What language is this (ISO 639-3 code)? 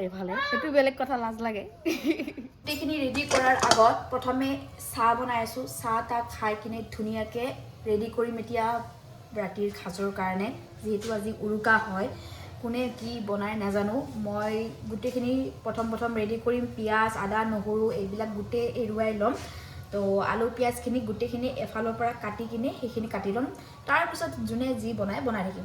asm